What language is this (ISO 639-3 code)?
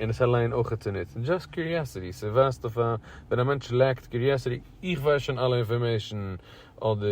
yid